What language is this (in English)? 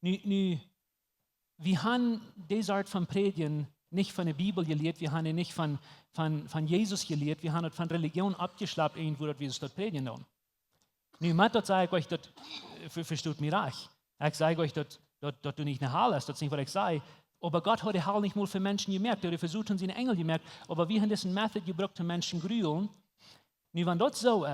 Plautdietsch